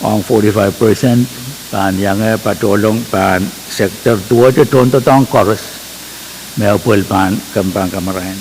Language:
Pohnpeian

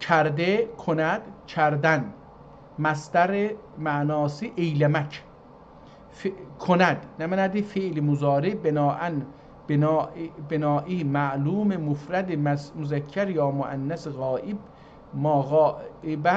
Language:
South Azerbaijani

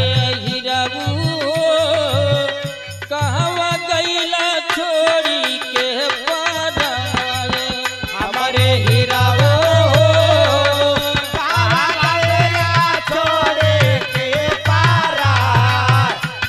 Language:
Bhojpuri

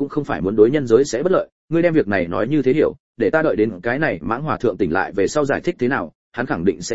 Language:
Vietnamese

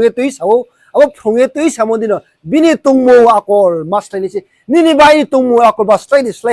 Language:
Riang (India)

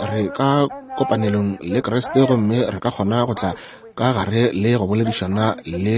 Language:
Northern Sotho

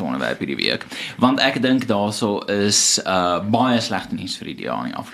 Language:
Afrikaans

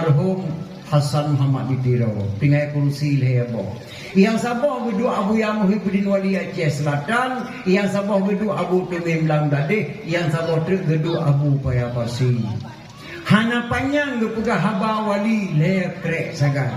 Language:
Achinese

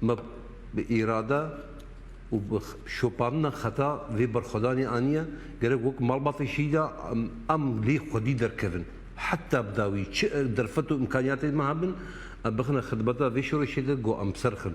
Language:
Kurdish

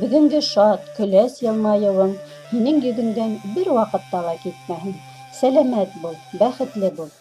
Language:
Bashkir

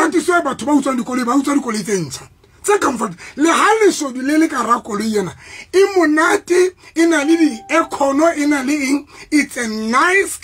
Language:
Southern Sotho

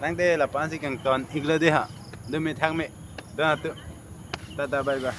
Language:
Karbi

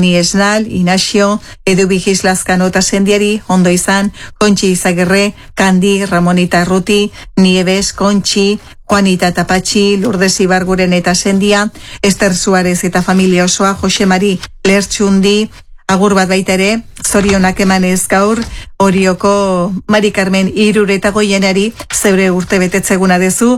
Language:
Basque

